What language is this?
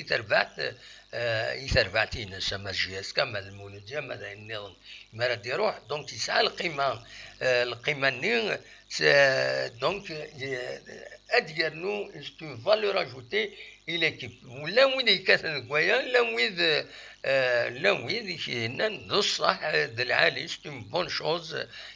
Kabyle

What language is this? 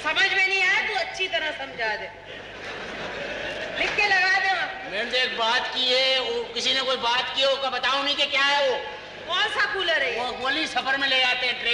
Hindi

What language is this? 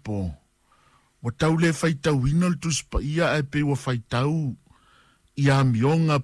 Samoan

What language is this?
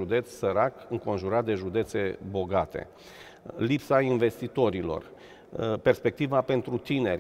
Romanian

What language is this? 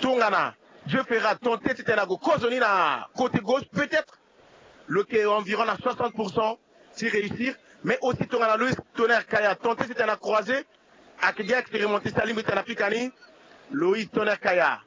Sango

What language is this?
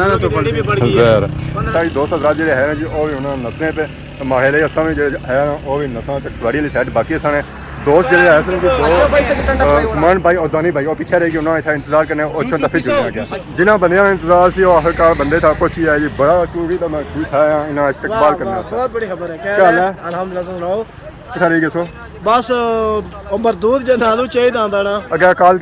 Pahari-Potwari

